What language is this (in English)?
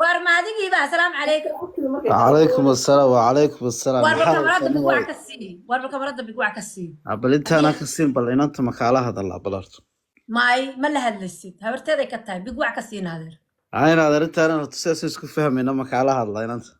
Somali